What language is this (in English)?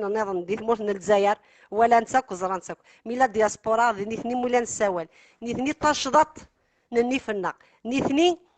Kabyle